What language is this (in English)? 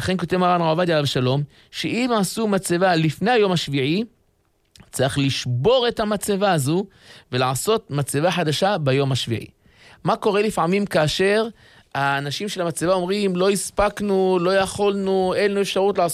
Hebrew